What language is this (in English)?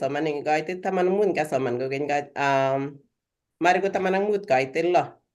Kalenjin